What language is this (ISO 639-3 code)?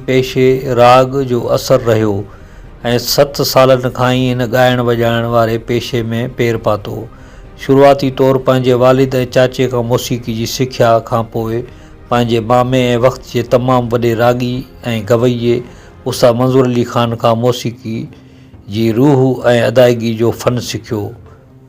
snd